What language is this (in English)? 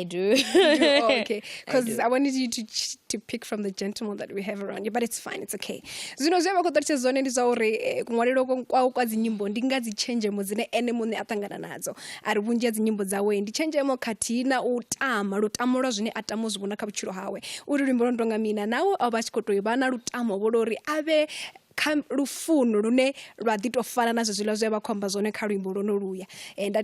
Venda